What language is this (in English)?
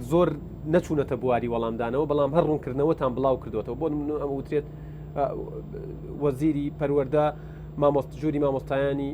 Central Kurdish